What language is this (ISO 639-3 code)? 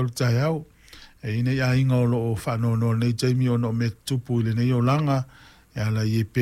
smo